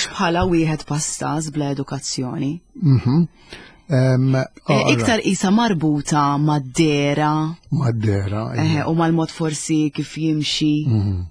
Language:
Maltese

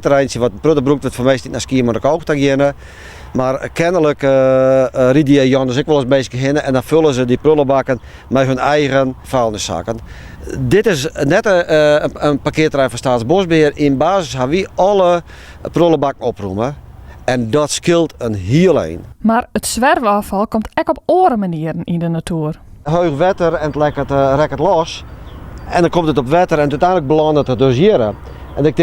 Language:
Western Frisian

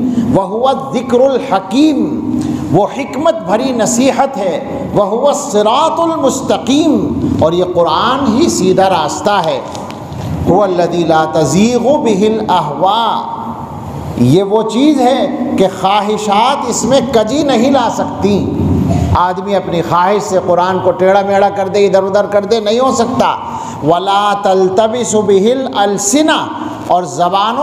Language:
Urdu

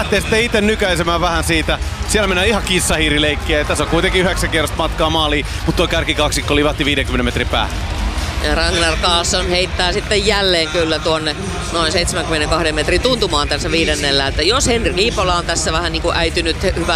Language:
Finnish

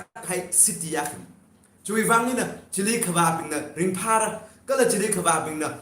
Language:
Tangkhul Naga (India)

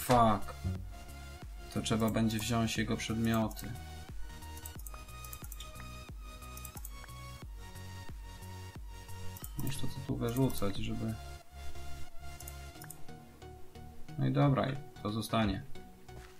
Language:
Polish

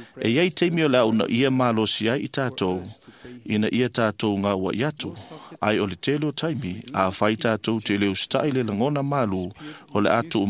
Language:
Samoan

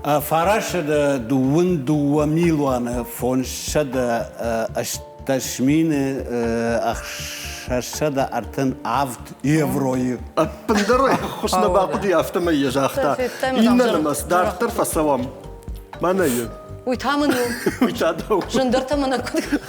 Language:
Ossetic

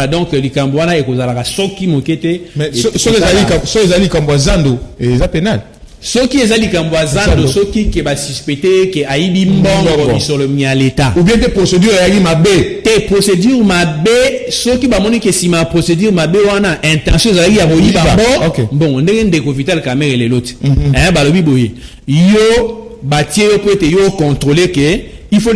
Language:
Lingala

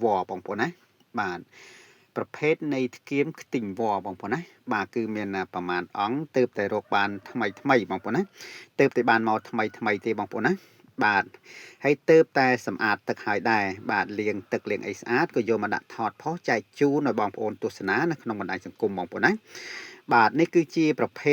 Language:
Khmer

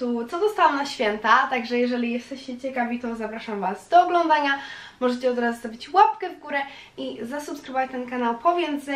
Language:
Polish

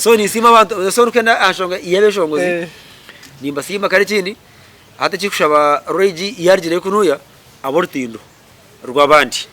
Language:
Nyankole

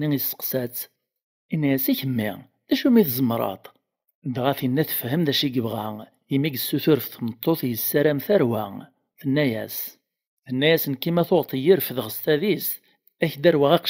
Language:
Kabyle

